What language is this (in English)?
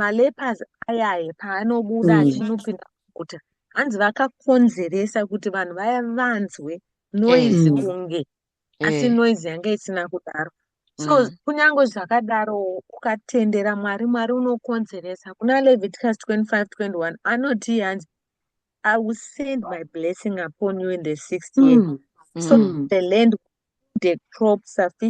Shona